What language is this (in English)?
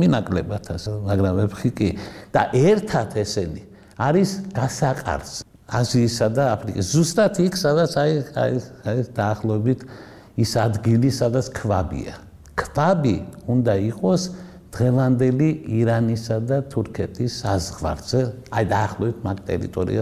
Georgian